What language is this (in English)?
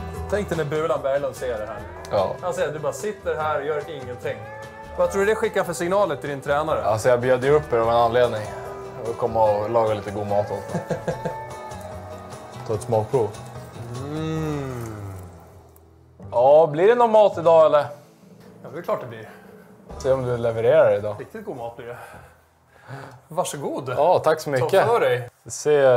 Swedish